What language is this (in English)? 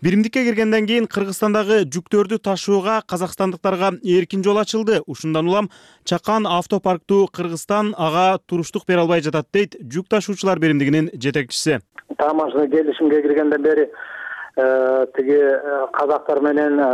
Kyrgyz